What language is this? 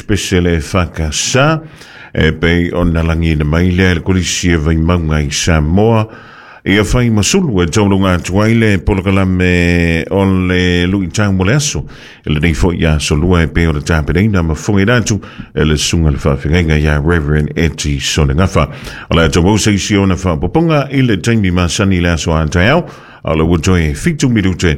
Samoan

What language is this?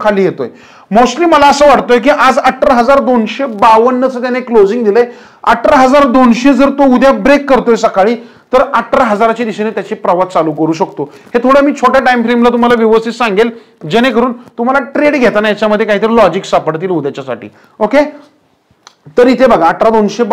Marathi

